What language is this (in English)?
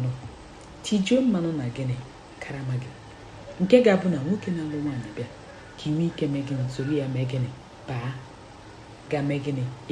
Igbo